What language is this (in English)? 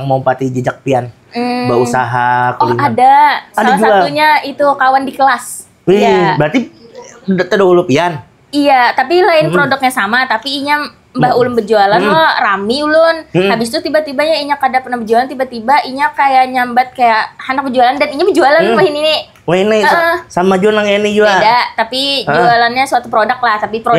Banjar